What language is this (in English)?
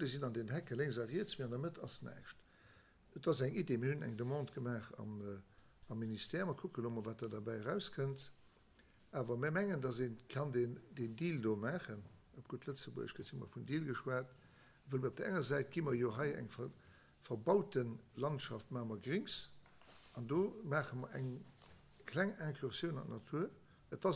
Luxembourgish